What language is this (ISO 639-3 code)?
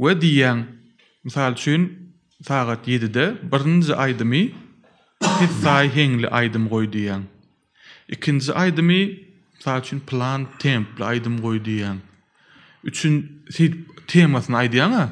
tuk